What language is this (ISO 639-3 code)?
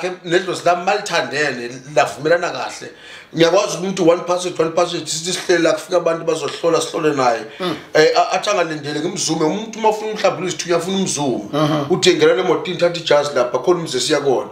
zul